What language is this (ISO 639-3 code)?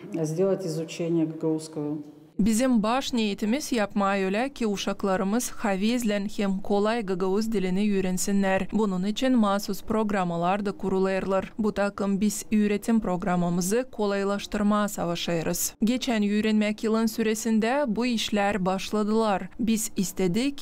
gag